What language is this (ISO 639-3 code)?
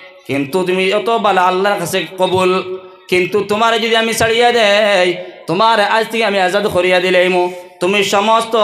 syl